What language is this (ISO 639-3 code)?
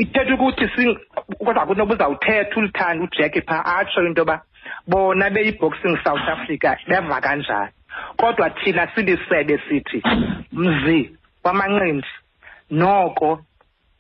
xho